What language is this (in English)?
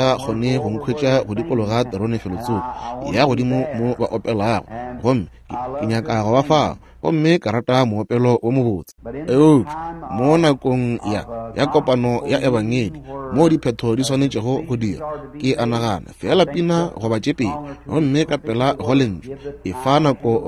Northern Sotho